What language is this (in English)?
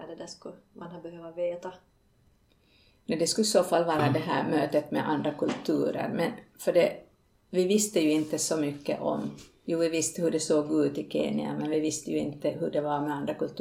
Swedish